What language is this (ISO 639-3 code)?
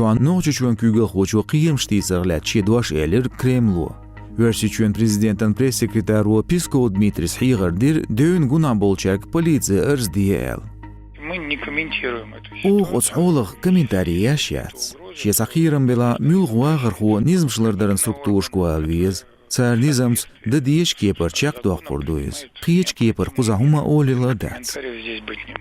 che